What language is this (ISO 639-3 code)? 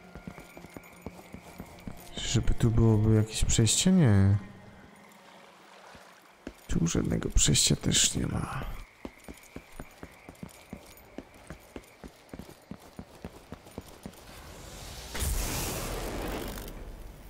pol